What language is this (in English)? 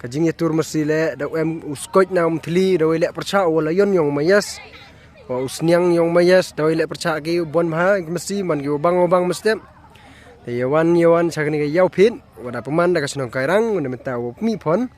Pnar